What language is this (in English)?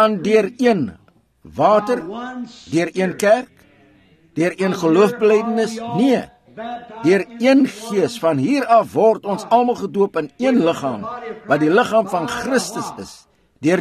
Afrikaans